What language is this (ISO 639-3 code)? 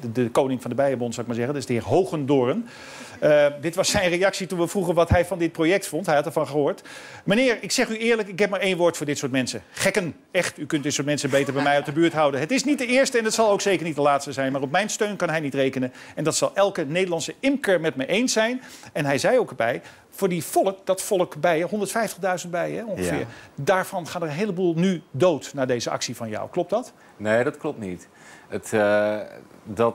nld